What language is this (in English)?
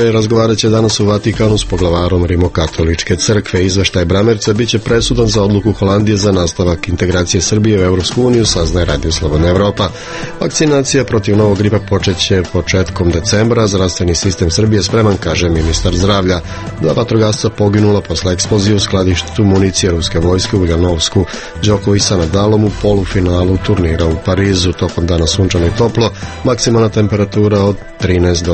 Serbian